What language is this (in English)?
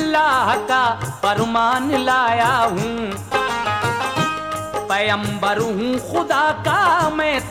Hindi